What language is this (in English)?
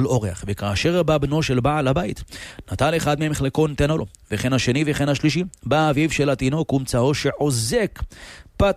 Hebrew